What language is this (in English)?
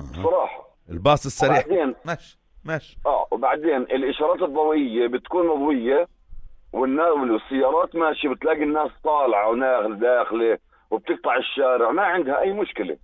North Levantine Arabic